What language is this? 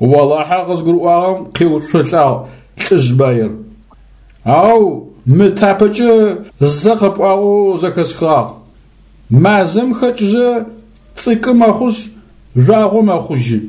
Adyghe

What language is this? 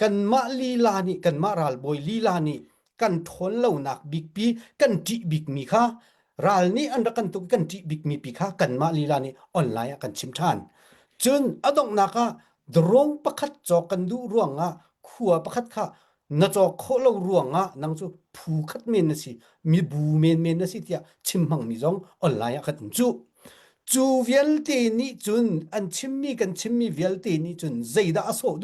Hakha Chin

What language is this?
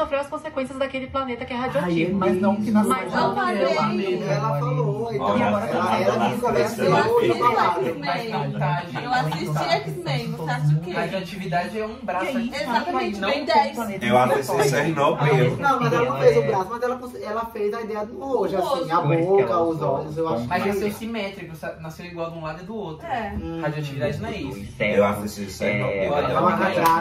Portuguese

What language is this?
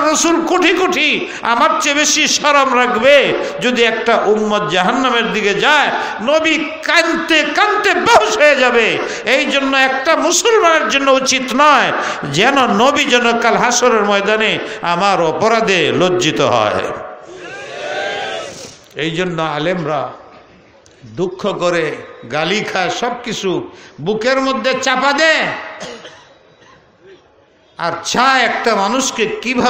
Bangla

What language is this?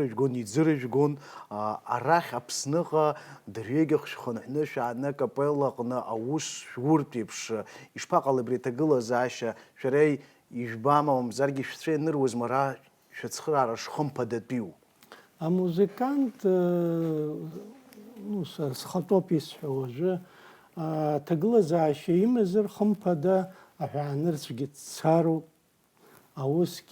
Abkhazian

